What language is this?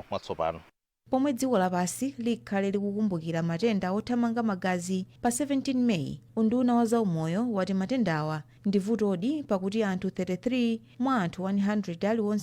Nyanja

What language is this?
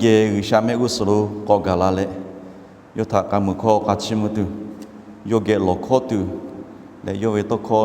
Lahu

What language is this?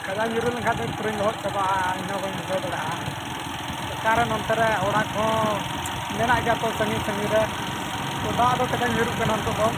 Santali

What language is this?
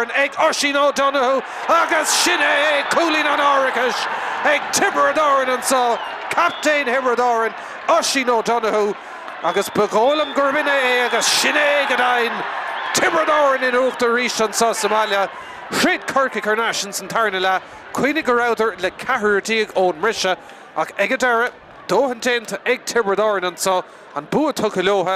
Irish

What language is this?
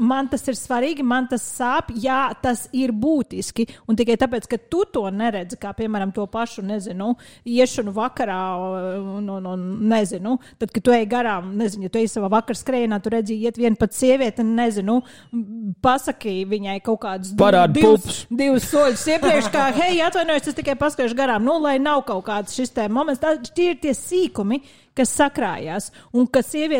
Latvian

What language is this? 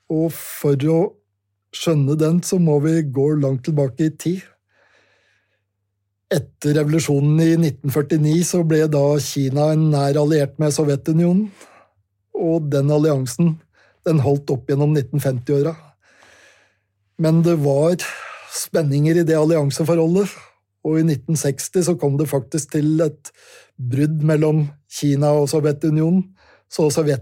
Norwegian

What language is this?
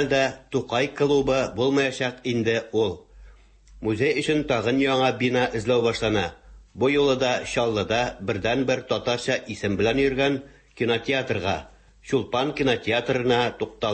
Tatar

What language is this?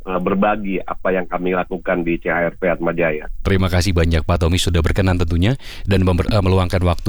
Indonesian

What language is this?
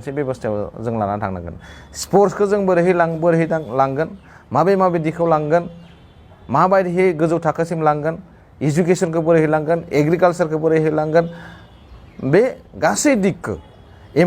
Bodo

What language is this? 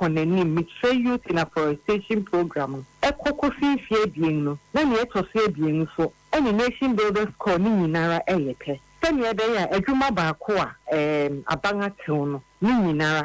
Akan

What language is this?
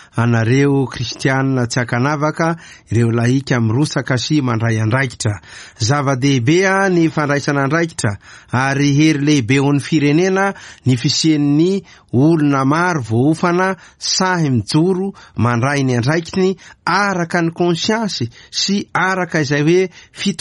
Malagasy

